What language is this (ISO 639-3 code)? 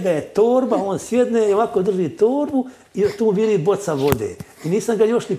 hrv